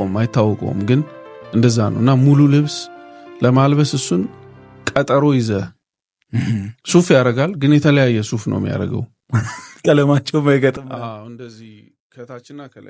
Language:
Amharic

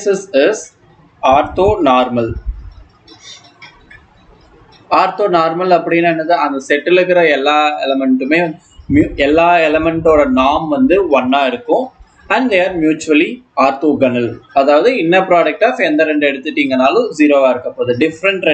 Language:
Tamil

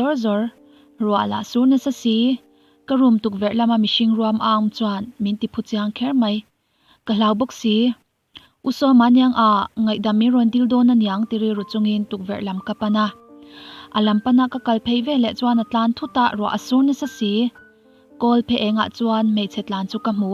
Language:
Mizo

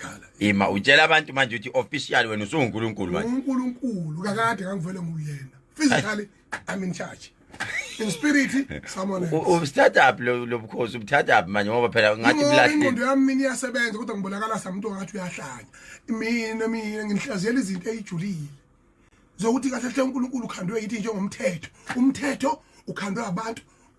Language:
Zulu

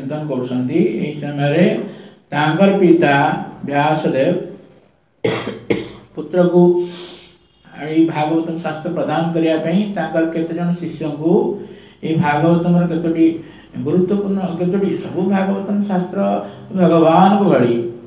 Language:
Odia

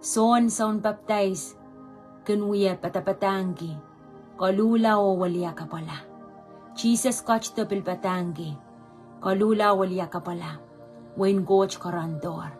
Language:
Pohnpeian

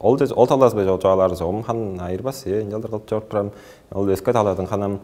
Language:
Tuvinian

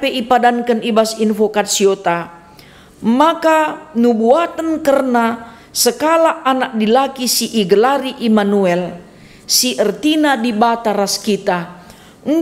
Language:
Batak Karo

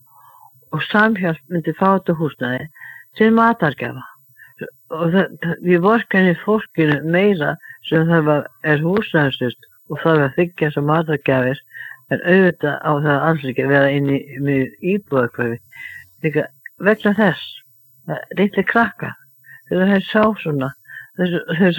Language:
Icelandic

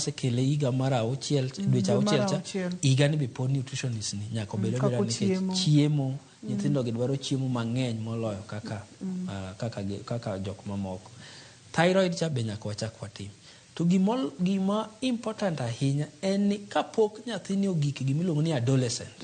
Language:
Luo (Kenya and Tanzania)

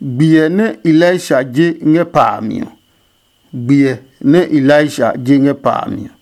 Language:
Adangme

